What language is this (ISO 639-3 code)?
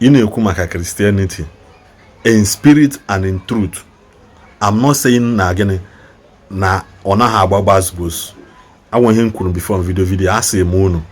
ibo